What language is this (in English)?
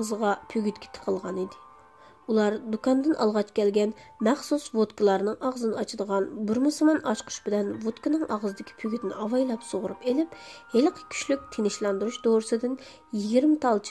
Uyghur